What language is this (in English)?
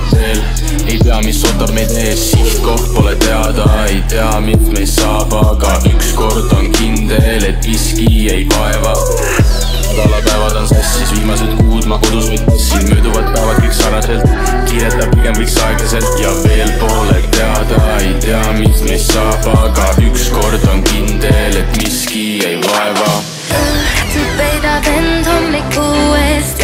Estonian